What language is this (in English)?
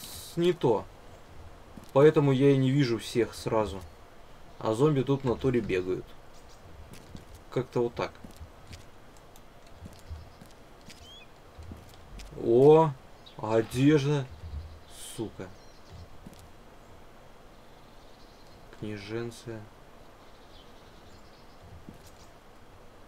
Russian